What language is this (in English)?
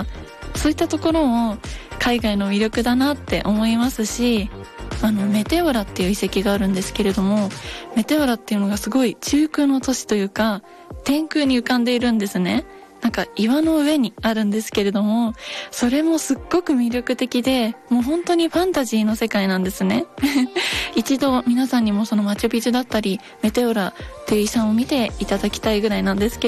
Japanese